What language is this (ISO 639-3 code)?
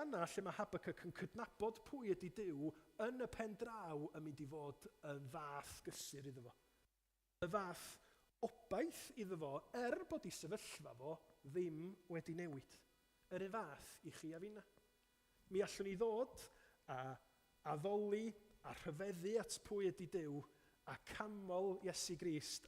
cym